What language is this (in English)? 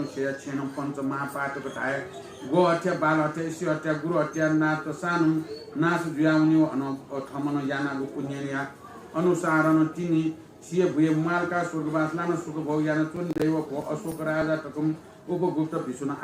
Newari